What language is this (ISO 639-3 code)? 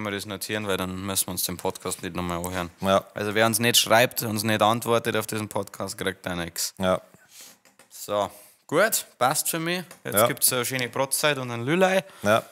bar